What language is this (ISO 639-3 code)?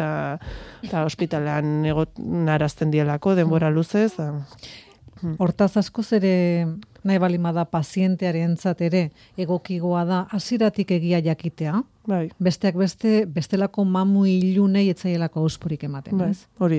eus